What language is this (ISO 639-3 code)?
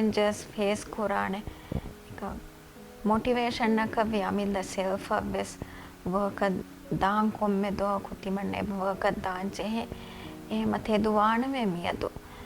div